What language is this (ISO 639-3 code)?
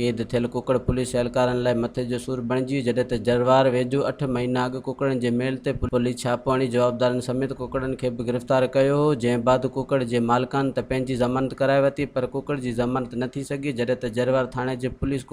snd